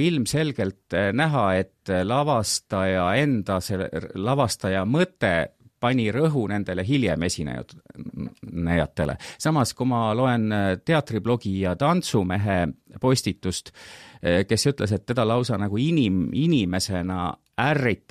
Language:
Estonian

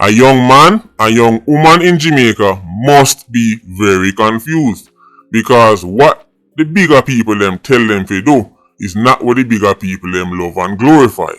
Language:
Jamaican Creole English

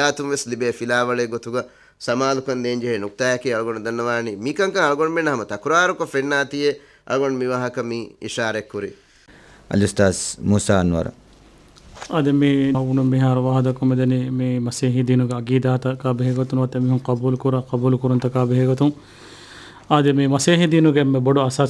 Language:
Divehi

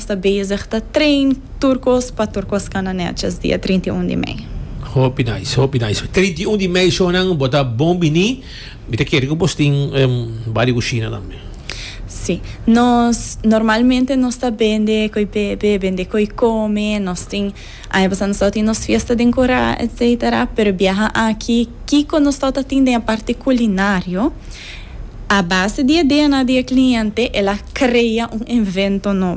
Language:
Papiamento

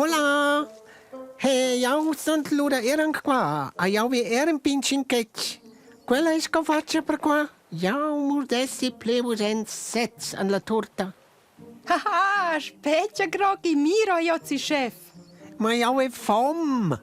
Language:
Romansh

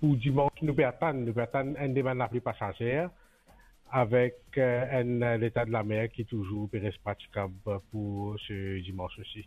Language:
Morisyen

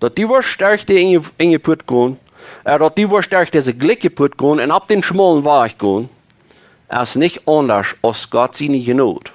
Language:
Plautdietsch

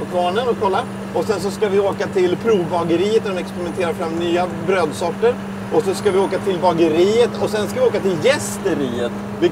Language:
Swedish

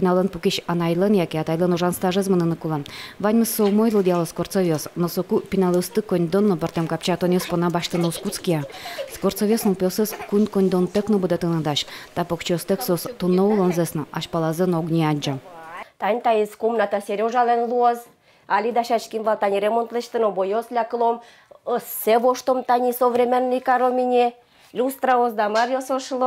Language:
Udmurt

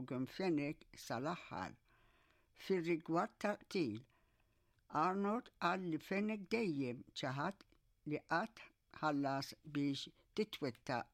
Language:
Maltese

